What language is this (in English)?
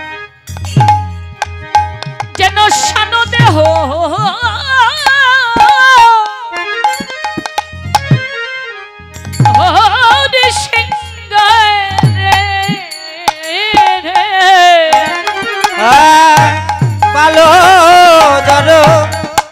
Bangla